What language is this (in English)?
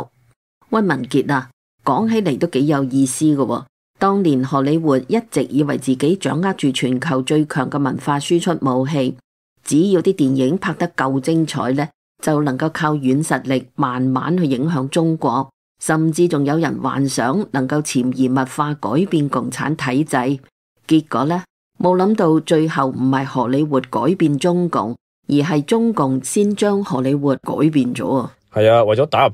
Cantonese